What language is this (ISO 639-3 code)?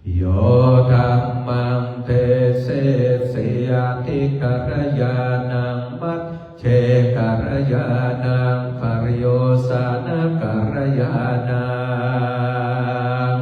pli